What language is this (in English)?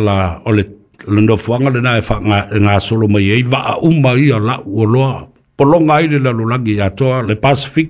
Samoan